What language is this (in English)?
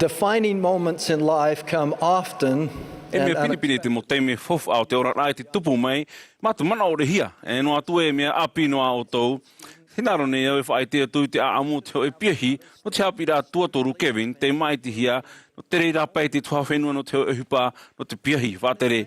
Tahitian